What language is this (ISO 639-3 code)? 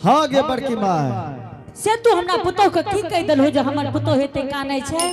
anp